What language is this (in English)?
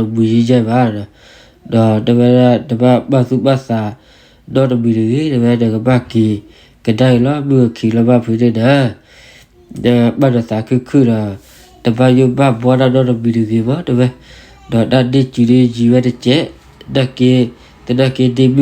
S'gaw Karen